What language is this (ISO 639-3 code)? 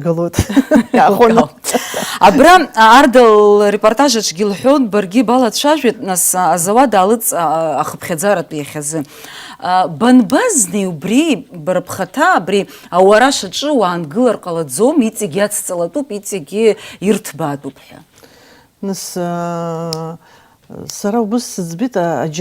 abk